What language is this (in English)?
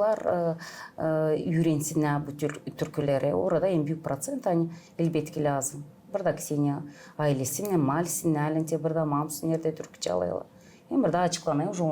Gagauz